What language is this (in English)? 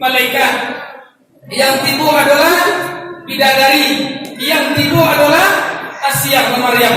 Minangkabau